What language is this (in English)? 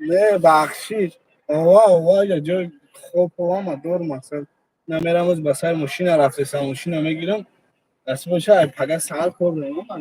Tajik